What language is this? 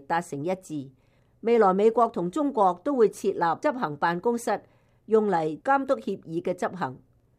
Cantonese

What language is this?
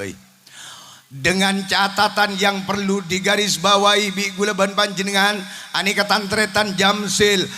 Madurese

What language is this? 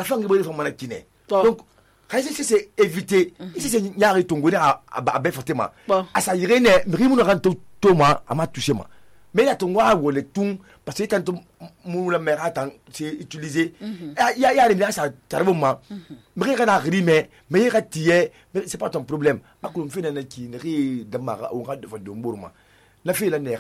Susu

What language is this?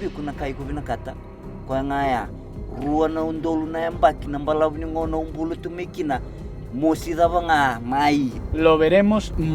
Fijian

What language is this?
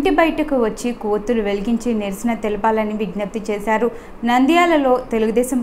Telugu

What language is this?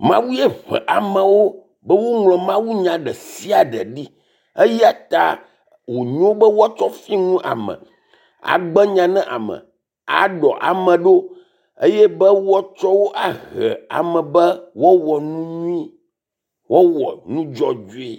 Ewe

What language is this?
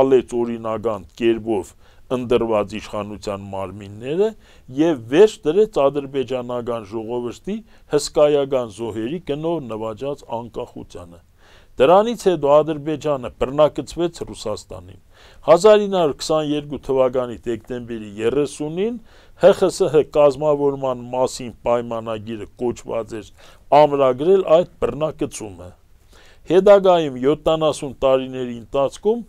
Armenian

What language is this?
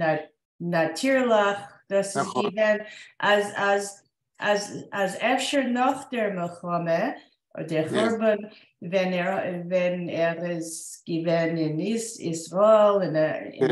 Yiddish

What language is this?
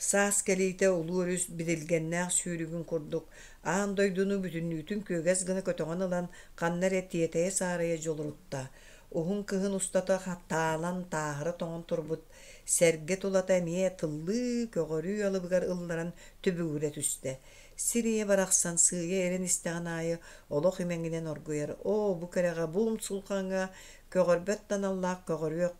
Yakut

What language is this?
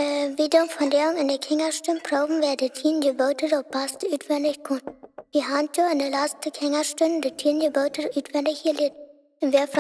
Plautdietsch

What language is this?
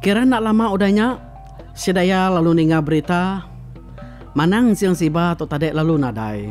Iban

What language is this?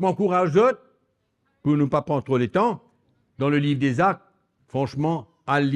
Morisyen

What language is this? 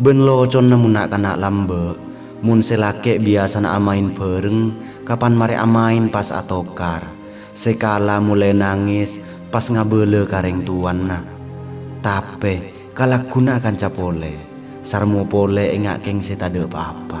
Madurese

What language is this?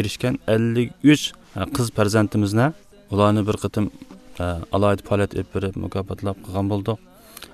Uyghur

